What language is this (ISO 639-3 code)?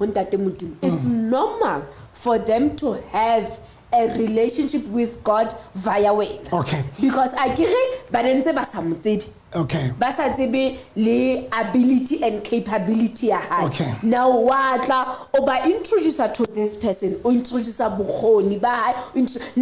sot